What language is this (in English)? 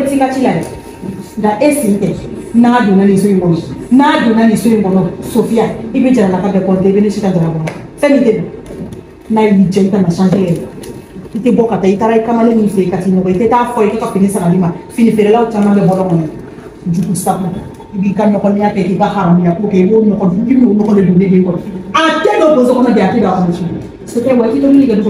Bambara